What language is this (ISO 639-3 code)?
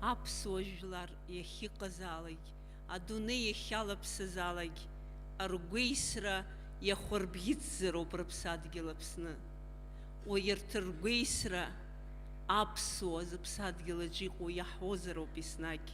abk